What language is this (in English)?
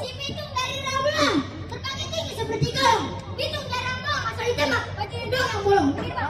Betawi